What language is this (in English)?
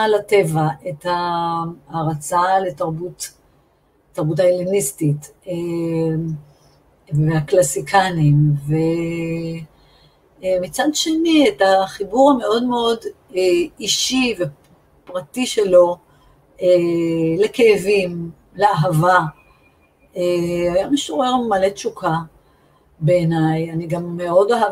Hebrew